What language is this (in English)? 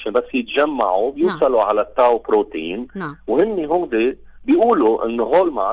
North Levantine Arabic